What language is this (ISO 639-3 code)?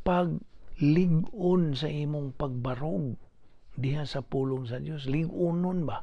ceb